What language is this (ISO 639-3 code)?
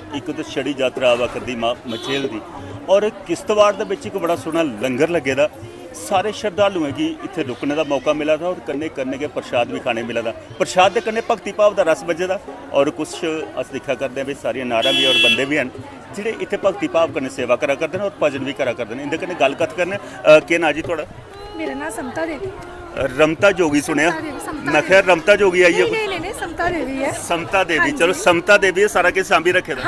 doi